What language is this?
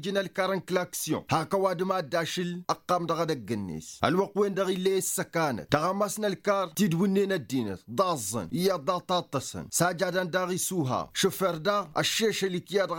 Tamasheq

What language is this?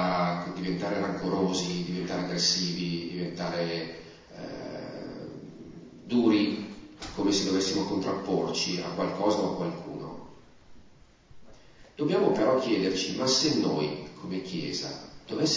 Italian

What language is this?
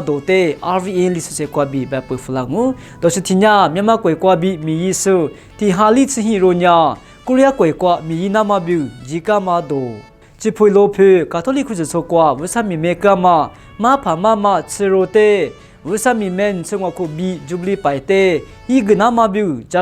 Lisu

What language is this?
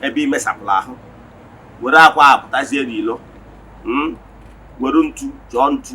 Igbo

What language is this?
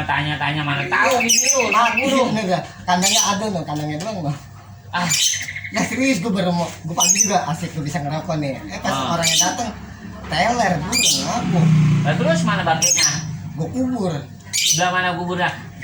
Betawi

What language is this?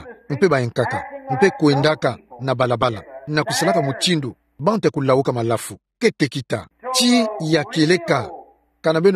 Kituba (Democratic Republic of Congo)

